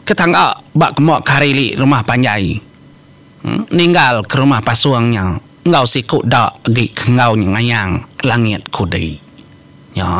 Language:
Iban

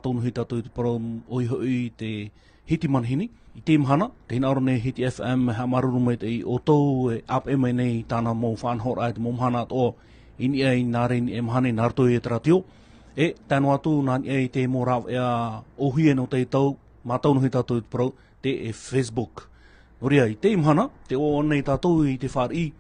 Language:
Tahitian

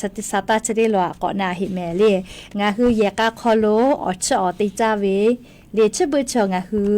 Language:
Lahu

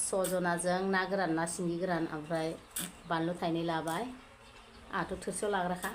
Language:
Bodo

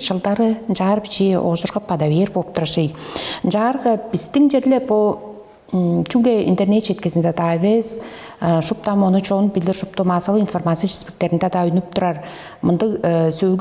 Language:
Tuvinian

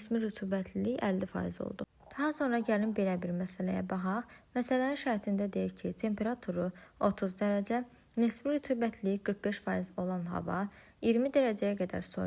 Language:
Azerbaijani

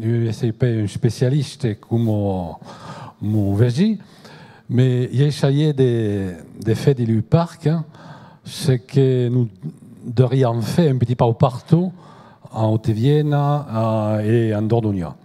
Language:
Occitan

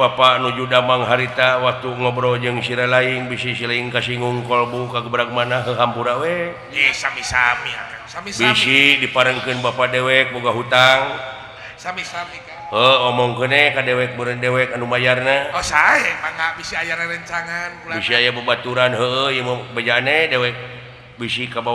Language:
Sundanese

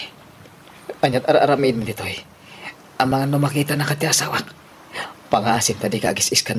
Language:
Iloko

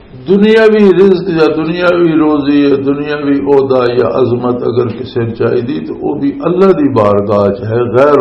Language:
Western Panjabi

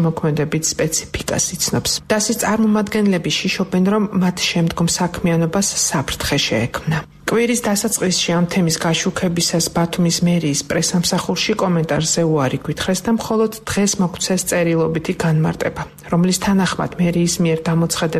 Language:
Georgian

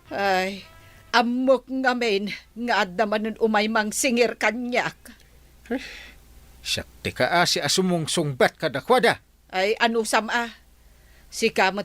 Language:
Iloko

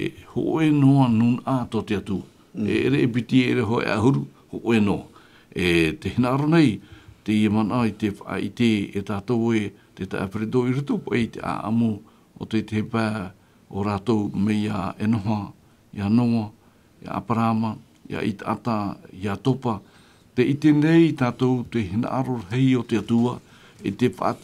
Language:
Tahitian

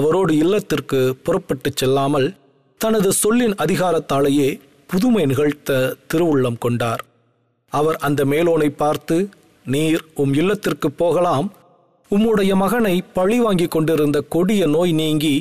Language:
Tamil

